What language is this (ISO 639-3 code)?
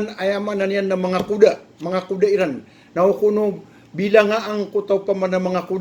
mrw